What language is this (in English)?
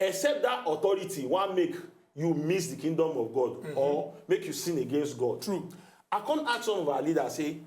Nigerian Pidgin